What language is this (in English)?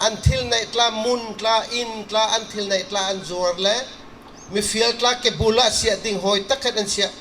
Bawm Chin